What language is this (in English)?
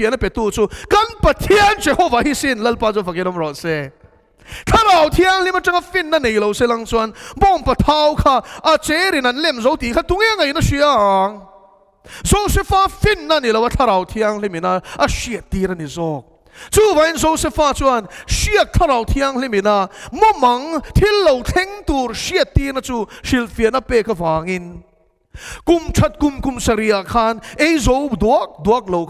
Mizo